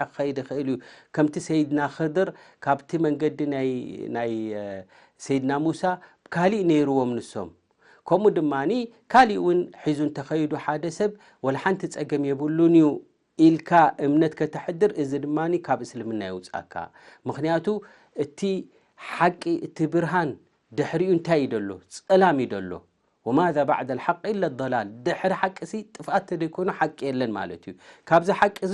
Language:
Tigrinya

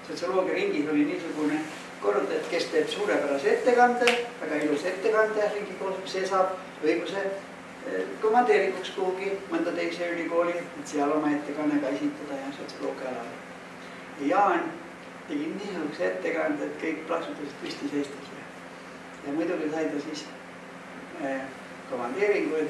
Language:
Estonian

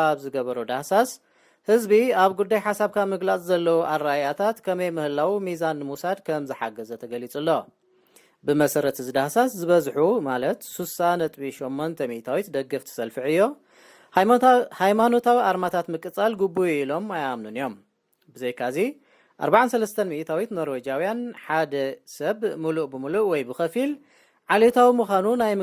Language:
Tigrinya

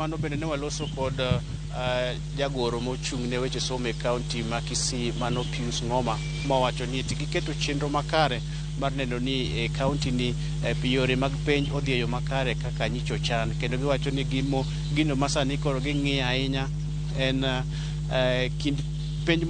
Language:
Luo (Kenya and Tanzania)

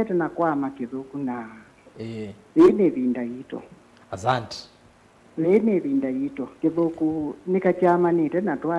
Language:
Kamba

